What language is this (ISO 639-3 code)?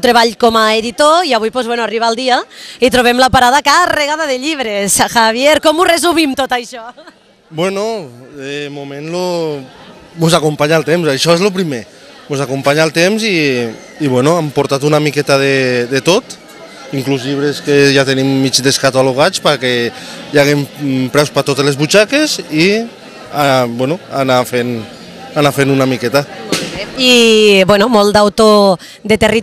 cat